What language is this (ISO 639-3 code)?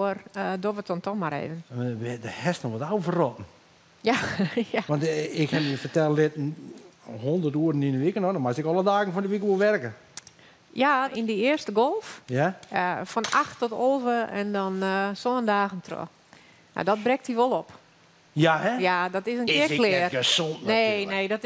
fry